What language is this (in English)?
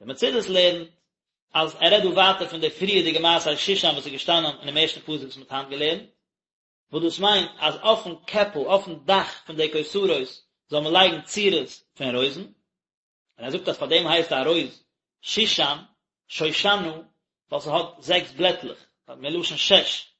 Yiddish